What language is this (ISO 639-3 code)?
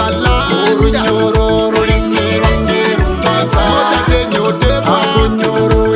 nyo